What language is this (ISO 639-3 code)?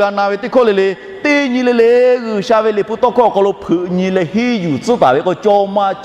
lhu